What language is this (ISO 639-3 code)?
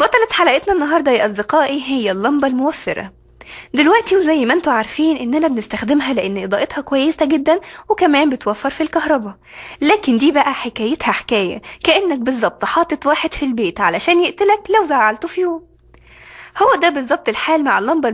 arz